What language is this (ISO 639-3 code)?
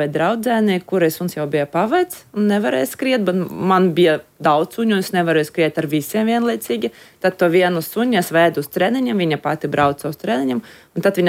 lav